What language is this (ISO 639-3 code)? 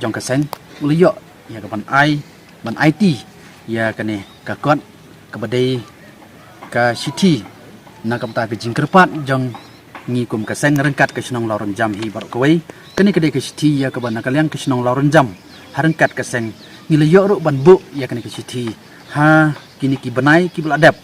kha